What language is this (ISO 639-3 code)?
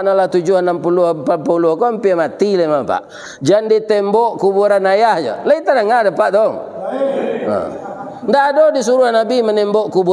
min